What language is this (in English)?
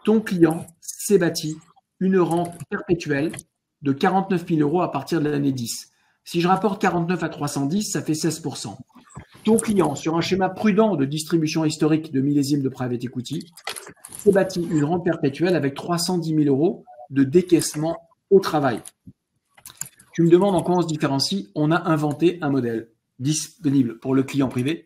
French